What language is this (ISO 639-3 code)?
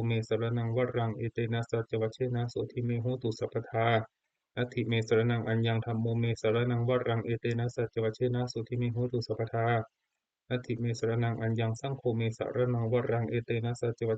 pli